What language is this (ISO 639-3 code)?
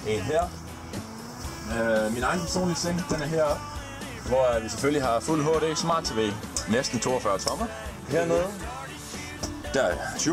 dan